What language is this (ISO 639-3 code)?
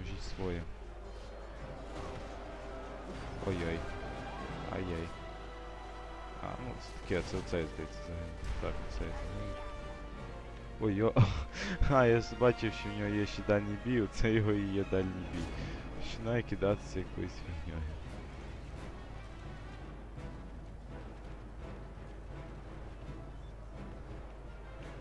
ukr